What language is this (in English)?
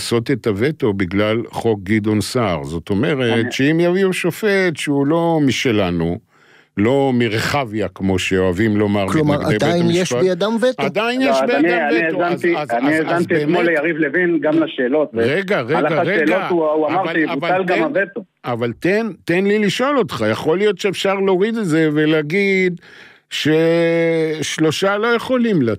Hebrew